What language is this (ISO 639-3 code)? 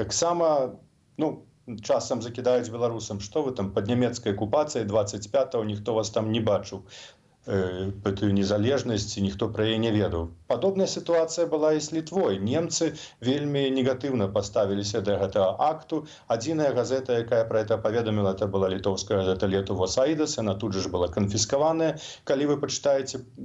bel